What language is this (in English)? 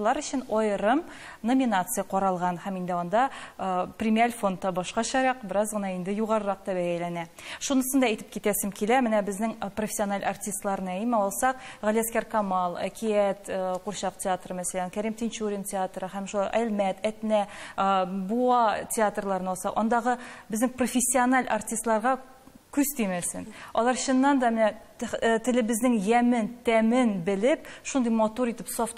Tatar